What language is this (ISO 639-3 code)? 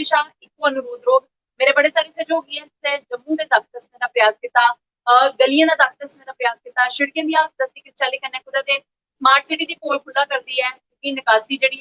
doi